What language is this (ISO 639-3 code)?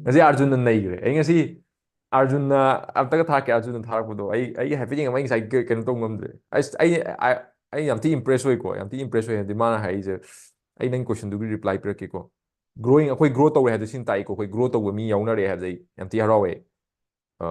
mni